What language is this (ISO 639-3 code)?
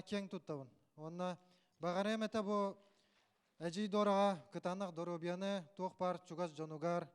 sah